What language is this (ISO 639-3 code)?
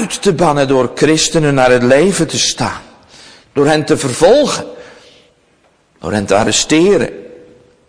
nld